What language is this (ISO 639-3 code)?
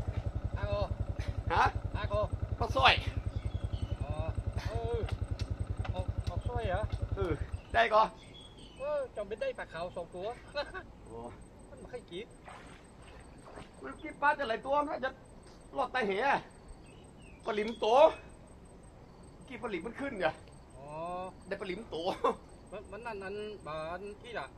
tha